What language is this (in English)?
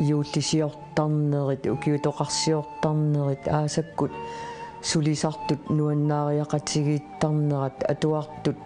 Kalaallisut